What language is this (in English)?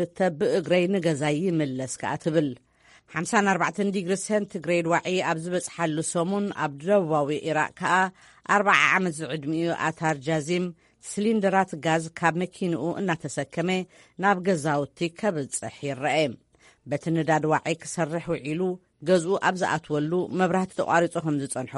Tigrinya